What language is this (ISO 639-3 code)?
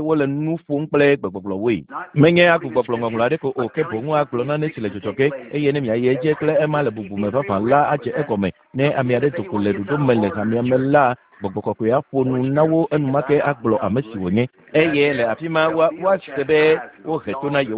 ewe